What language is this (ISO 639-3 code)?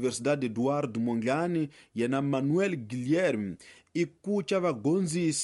tso